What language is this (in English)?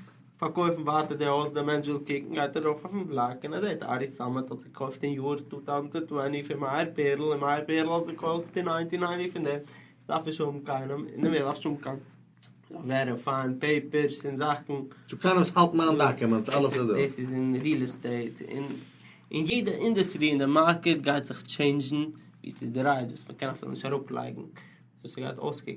Yiddish